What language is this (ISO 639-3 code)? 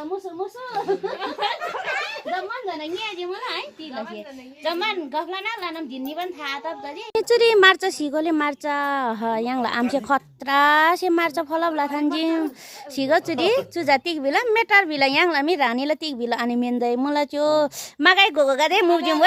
nep